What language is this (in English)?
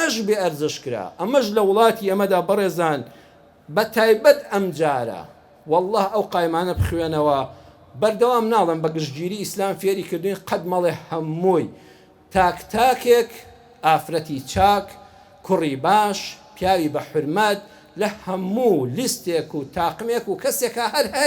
Central Kurdish